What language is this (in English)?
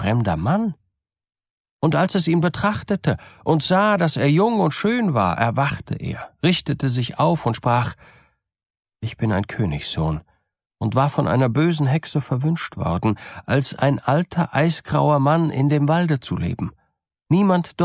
German